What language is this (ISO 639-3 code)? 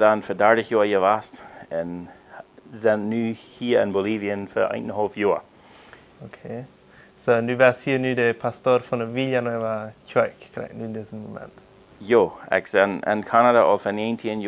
pdt